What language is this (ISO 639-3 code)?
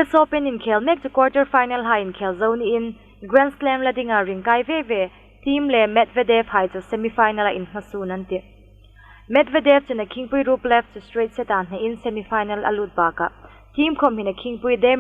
hmr